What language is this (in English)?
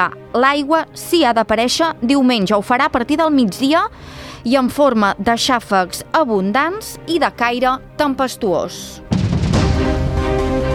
Catalan